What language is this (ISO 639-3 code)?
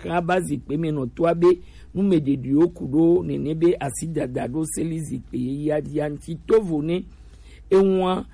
gej